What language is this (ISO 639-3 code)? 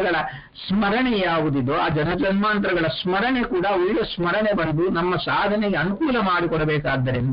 kan